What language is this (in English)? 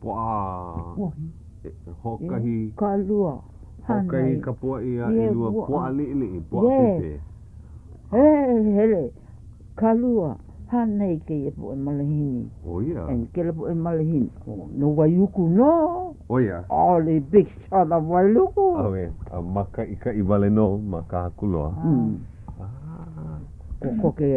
Hawaiian